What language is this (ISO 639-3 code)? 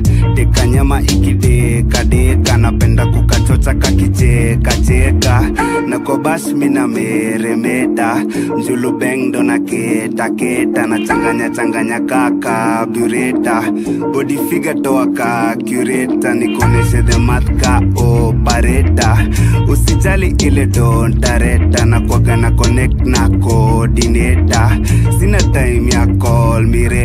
swa